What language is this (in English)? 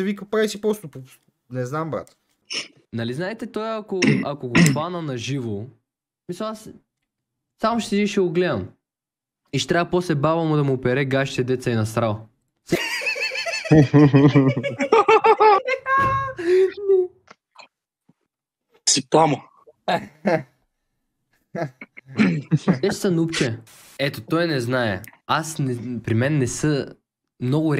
Bulgarian